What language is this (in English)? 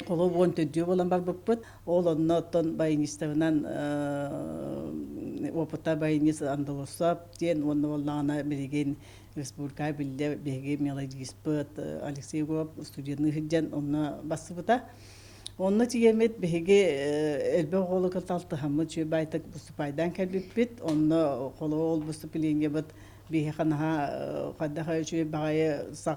Yakut